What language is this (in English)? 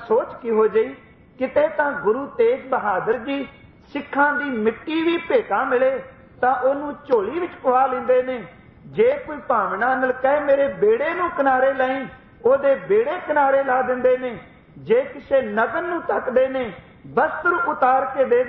Punjabi